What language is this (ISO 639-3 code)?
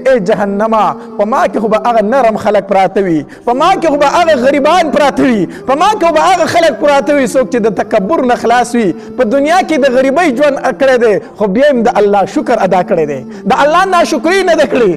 pus